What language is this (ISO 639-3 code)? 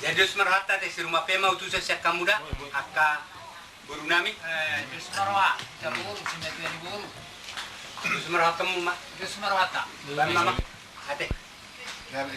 bbc